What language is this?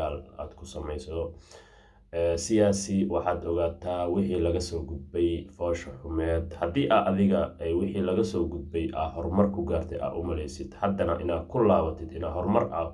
Somali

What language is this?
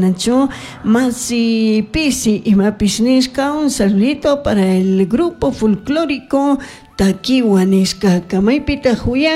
Chimborazo Highland Quichua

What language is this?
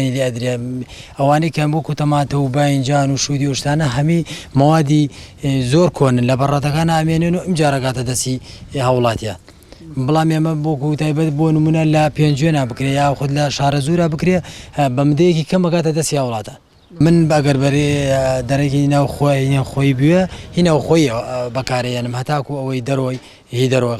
Central Kurdish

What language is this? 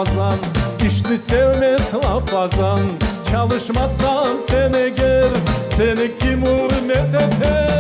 Crimean Tatar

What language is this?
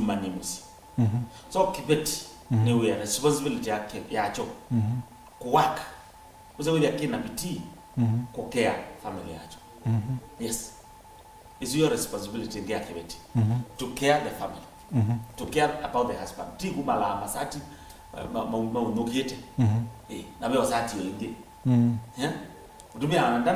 Kamba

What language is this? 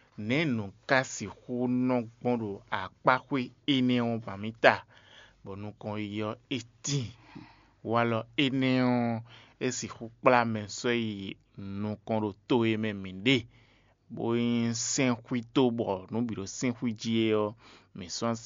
Fon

